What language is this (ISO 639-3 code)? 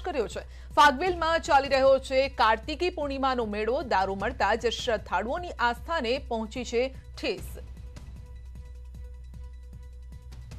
guj